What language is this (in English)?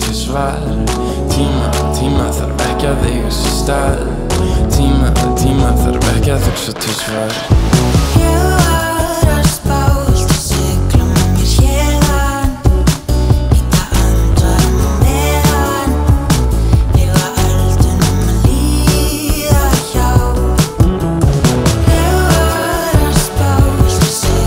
Icelandic